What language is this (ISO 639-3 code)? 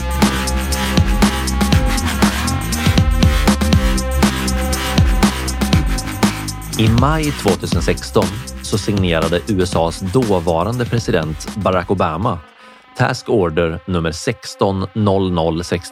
swe